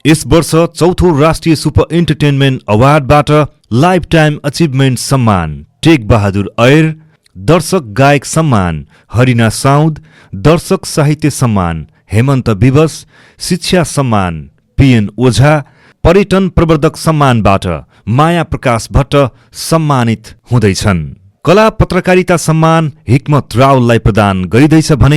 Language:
Nepali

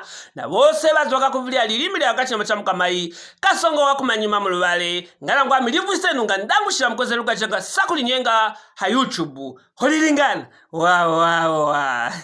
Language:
Luvale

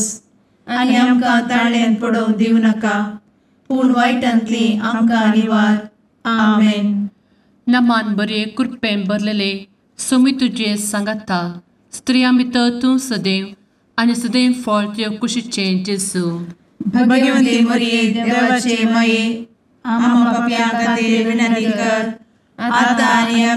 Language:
Konkani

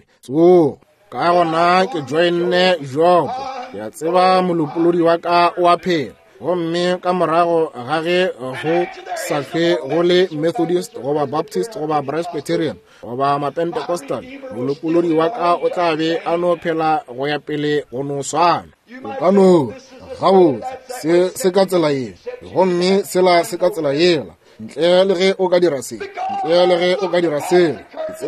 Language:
Northern Sotho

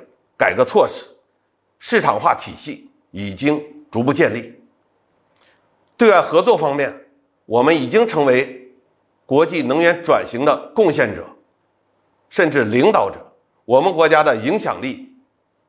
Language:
Chinese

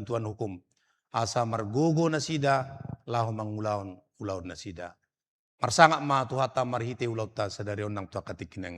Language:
Batak Toba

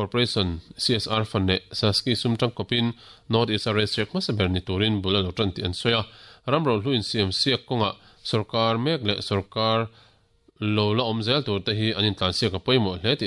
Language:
Mizo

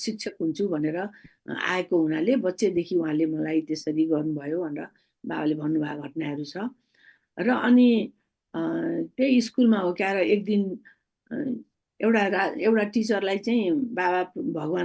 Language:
Nepali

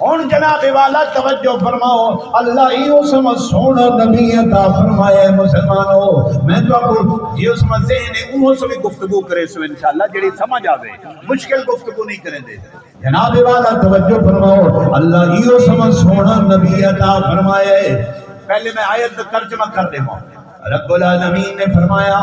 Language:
Saraiki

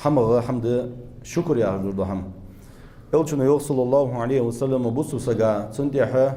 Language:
Ingush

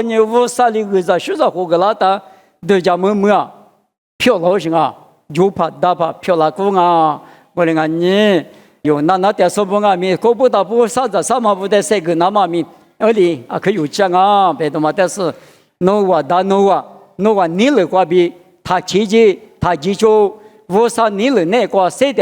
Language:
Lisu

